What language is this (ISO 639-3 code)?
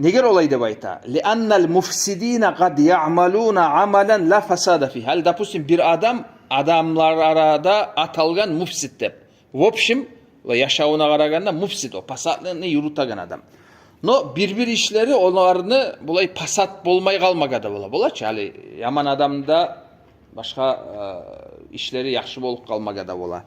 kum